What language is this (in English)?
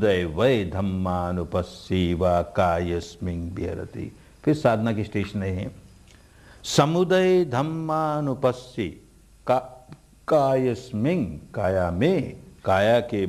Hindi